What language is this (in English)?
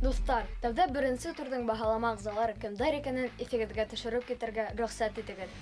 Bashkir